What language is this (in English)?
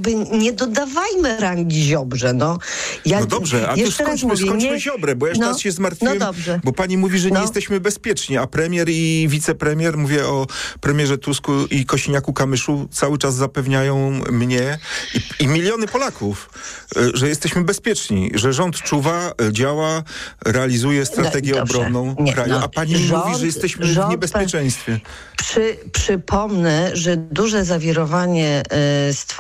Polish